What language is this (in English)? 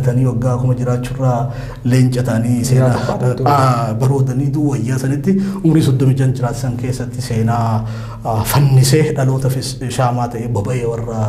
Oromo